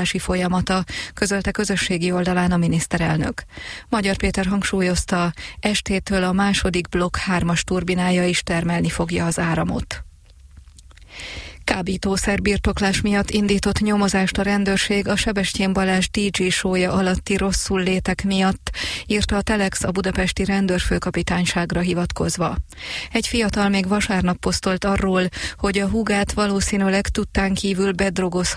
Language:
Hungarian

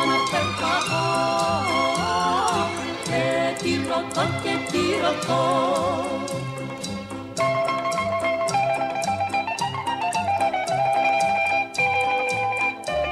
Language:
Greek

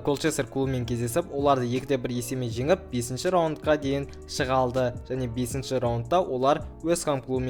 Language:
Kazakh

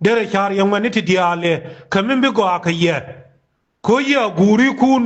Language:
Nuer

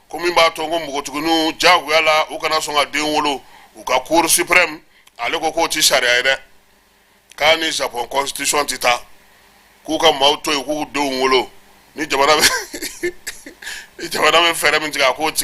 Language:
Bambara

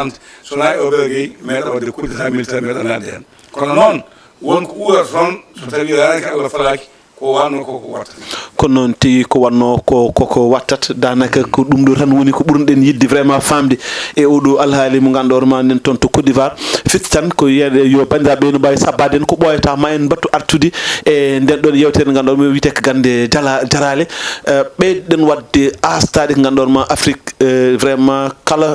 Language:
Fula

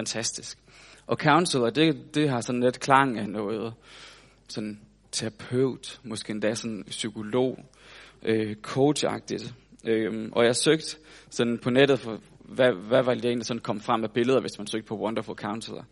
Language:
Danish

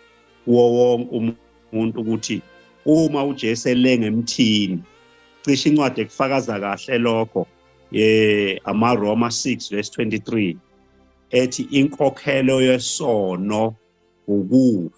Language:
Zulu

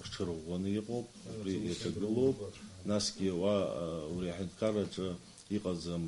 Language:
Abkhazian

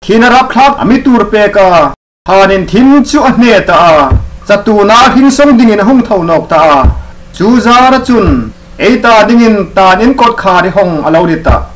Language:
Hmar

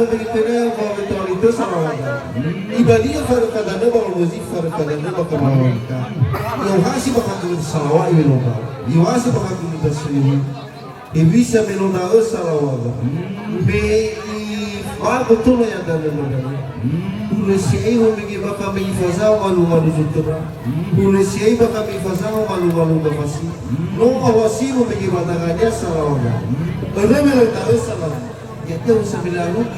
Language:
Nias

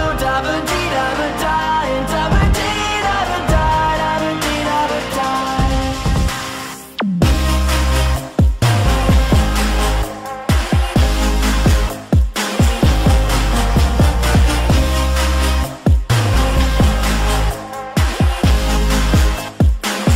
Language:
English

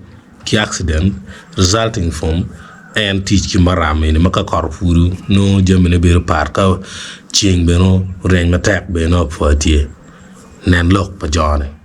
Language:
Acoli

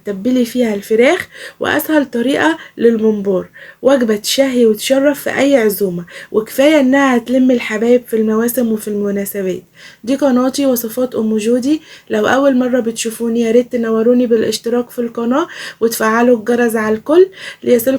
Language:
Egyptian Arabic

